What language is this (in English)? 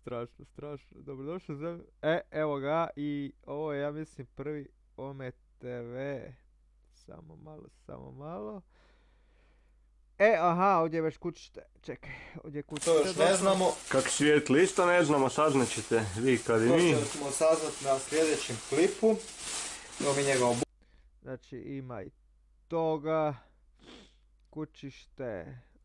Croatian